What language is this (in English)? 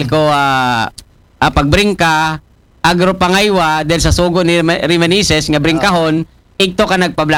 Aklanon